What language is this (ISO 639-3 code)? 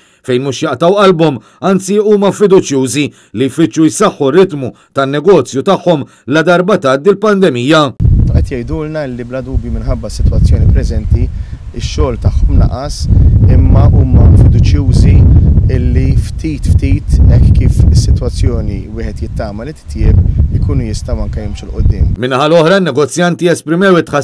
mlt